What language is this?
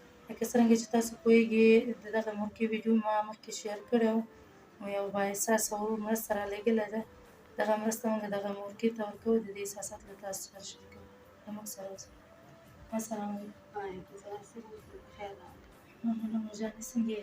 Pashto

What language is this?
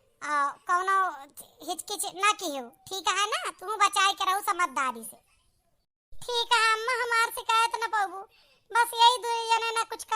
Awadhi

